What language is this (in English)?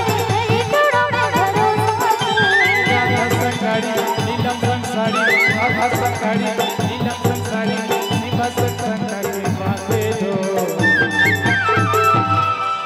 Chhattisgarhi